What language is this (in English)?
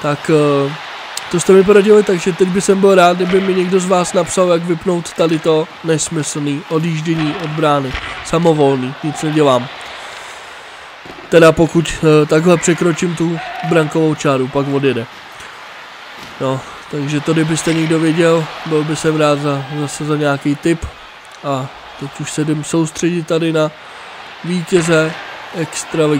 Czech